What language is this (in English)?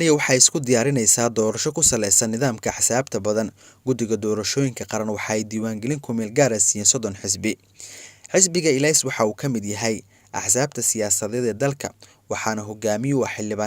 Somali